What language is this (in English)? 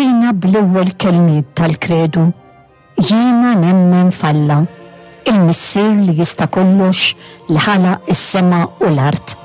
Maltese